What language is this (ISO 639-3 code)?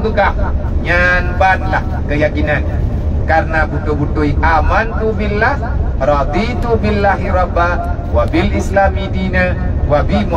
ace